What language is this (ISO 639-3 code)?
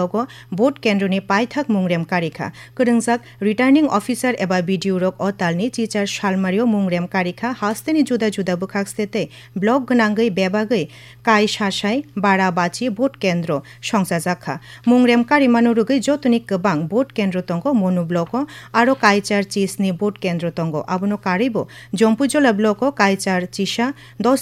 trp